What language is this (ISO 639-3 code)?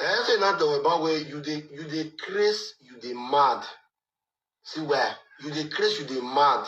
pcm